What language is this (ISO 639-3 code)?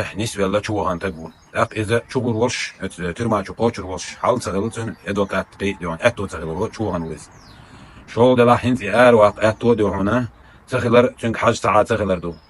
che